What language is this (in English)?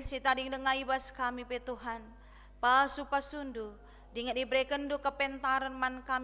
Batak Karo